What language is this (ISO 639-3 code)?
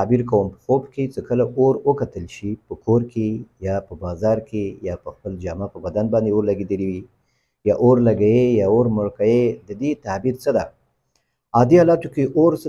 pus